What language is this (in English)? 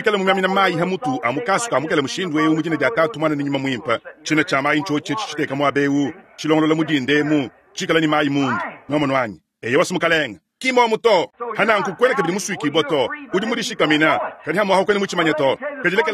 Luba-Lulua